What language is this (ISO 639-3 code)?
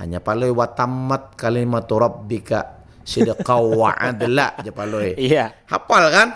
bjn